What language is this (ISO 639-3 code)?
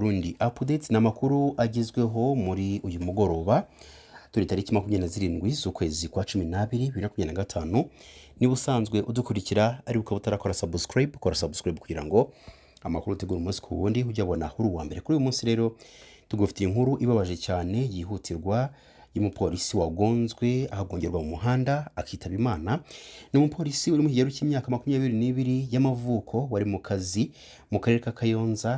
kin